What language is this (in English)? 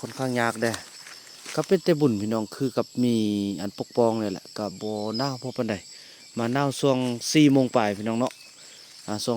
Lao